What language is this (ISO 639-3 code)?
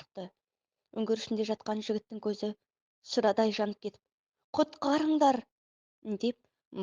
kaz